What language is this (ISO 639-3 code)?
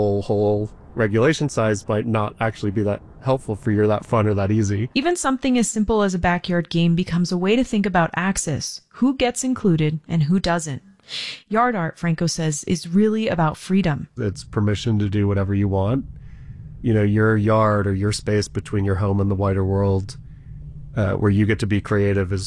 eng